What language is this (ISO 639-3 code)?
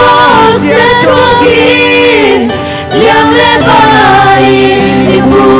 ctd